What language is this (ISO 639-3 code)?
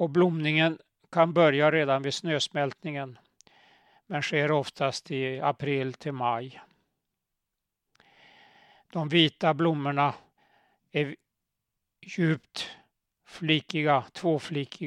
swe